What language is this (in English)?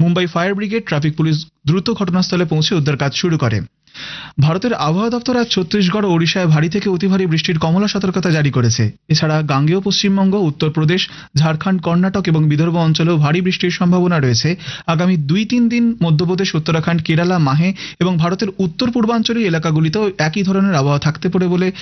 Bangla